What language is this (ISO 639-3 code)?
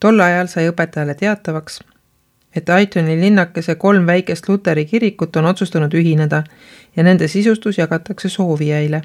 est